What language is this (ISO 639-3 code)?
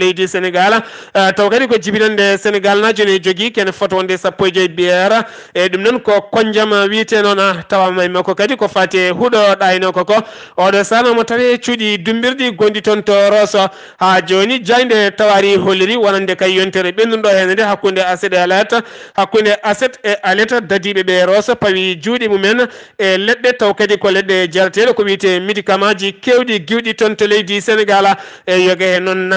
ful